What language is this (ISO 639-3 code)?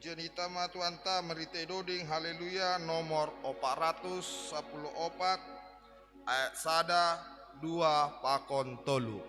bts